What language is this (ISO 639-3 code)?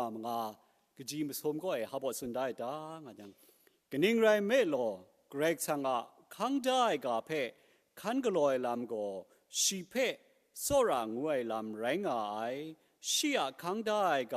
kac